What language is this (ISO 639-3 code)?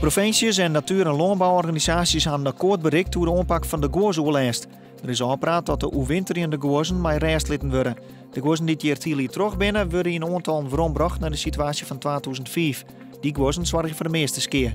fry